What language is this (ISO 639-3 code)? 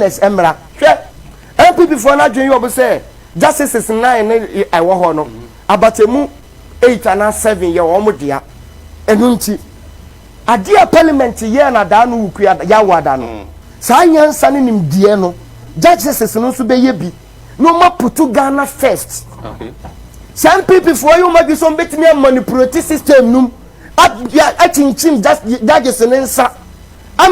aka